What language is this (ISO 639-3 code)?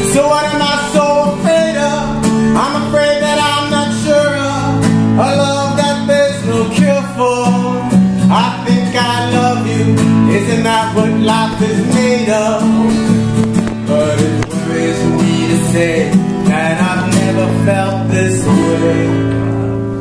eng